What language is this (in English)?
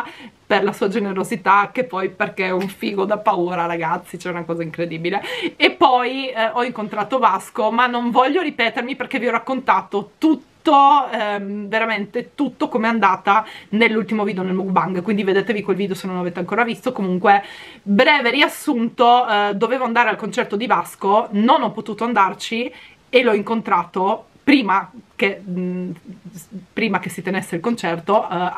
Italian